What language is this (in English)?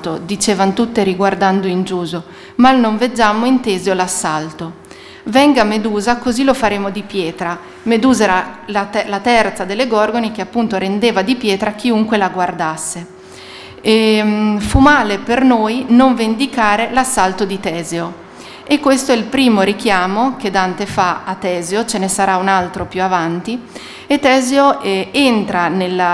Italian